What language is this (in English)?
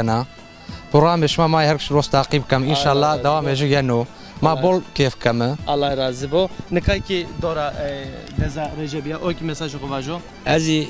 Zaza